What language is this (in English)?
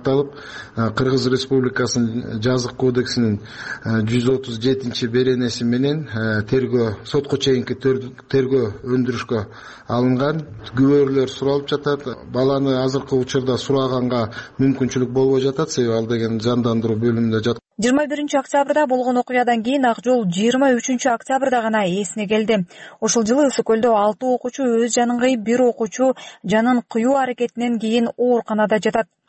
Kyrgyz